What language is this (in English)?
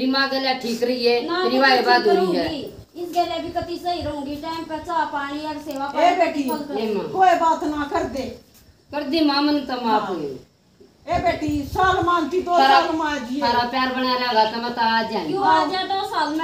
Haryanvi